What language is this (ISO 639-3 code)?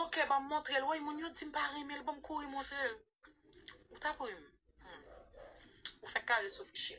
hat